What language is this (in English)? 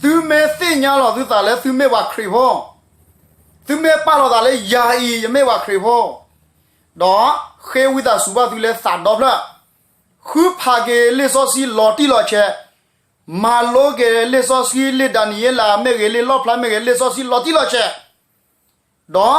S'gaw Karen